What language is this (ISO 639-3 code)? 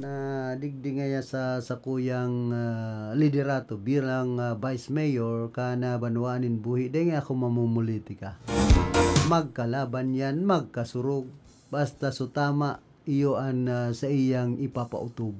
bik